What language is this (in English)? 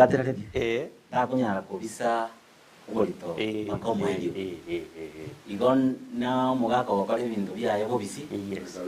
Gusii